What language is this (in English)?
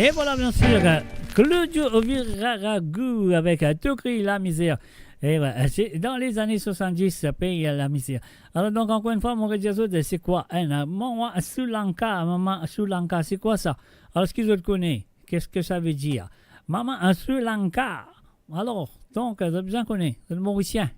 Morisyen